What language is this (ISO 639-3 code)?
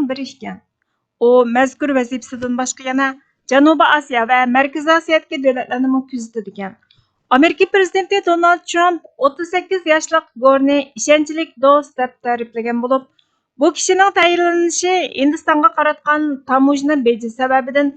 uig